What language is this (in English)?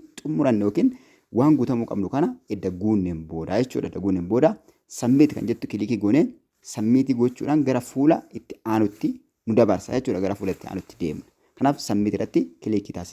Oromo